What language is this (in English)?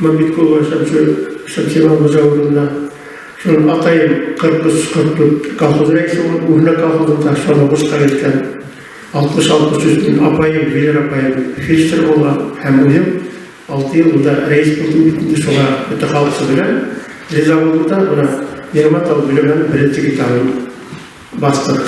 Bashkir